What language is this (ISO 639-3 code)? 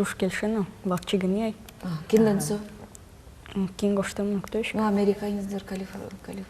udm